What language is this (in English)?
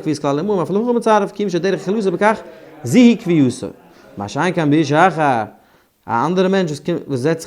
Yiddish